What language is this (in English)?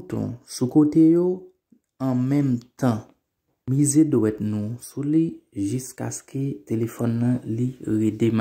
Haitian Creole